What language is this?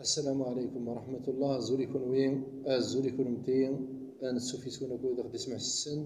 Kabyle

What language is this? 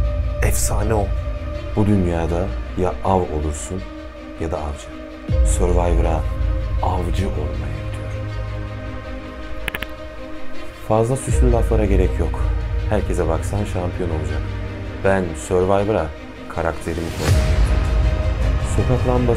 Turkish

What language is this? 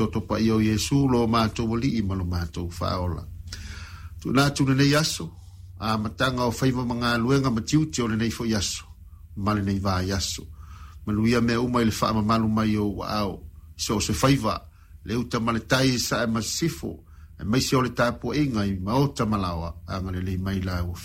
Samoan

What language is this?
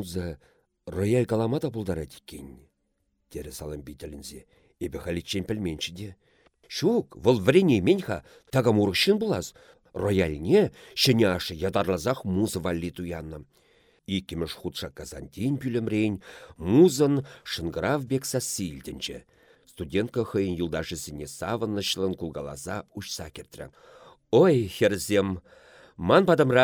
Chuvash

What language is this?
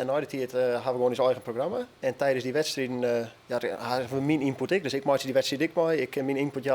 Western Frisian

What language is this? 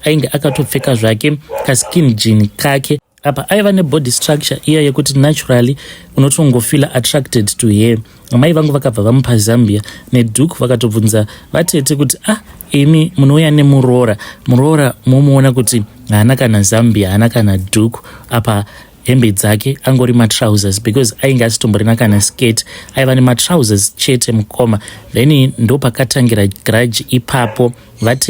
Shona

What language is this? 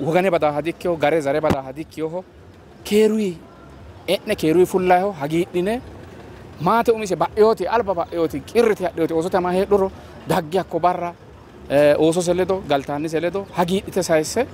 Sidamo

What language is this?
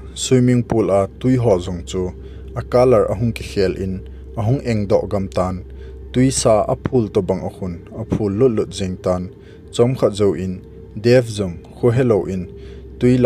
Thado Chin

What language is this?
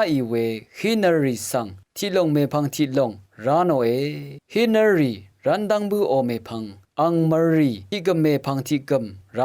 Rawang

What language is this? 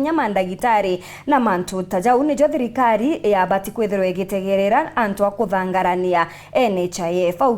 Meru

